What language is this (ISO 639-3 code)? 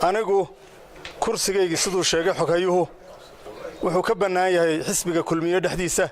som